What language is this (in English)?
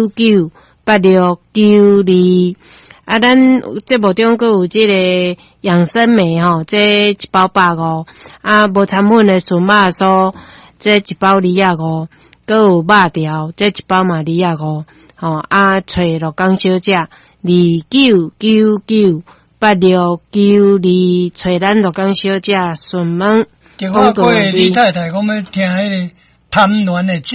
Min Nan Chinese